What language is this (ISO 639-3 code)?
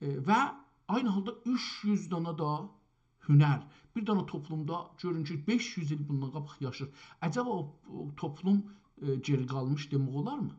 azb